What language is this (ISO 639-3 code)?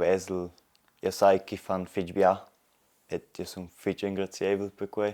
roh